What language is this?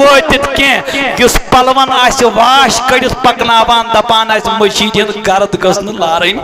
Kashmiri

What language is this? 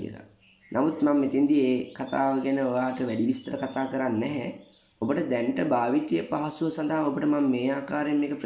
Sinhala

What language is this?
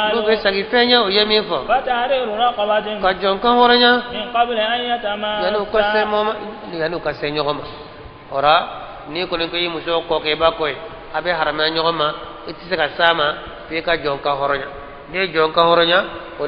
Bambara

